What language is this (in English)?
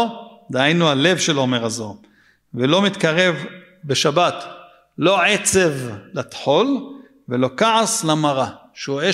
Hebrew